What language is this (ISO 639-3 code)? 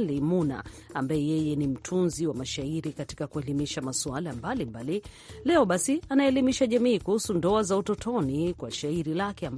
swa